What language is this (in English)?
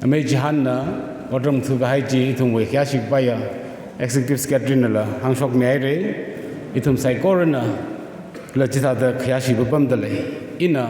Tangkhul Naga (India)